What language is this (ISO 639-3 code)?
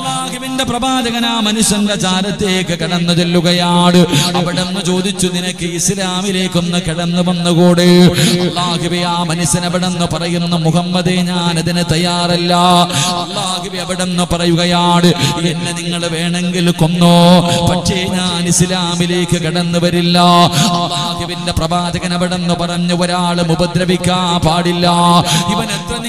mal